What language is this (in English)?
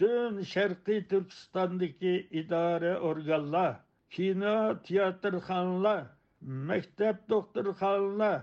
Uyghur